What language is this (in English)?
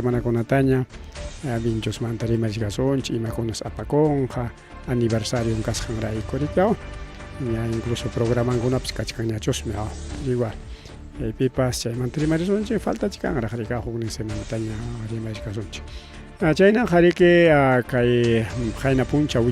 Ayacucho Quechua